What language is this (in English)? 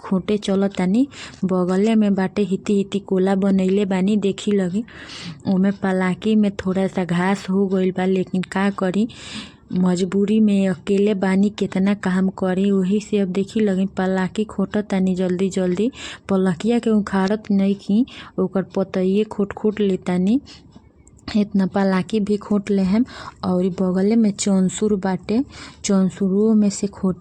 Bhojpuri